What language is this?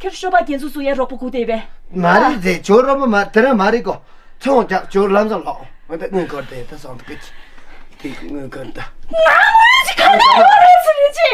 Tibetan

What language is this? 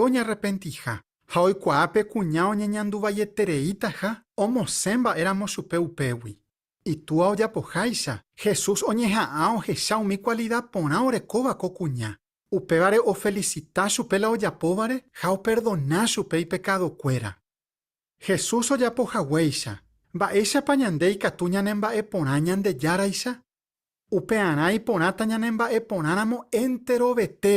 Guarani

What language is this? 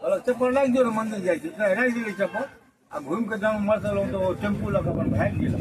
Maithili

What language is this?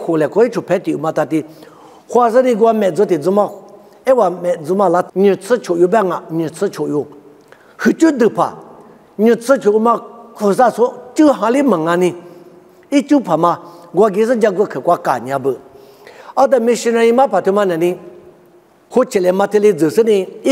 Lisu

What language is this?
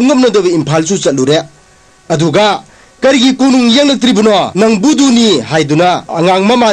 Manipuri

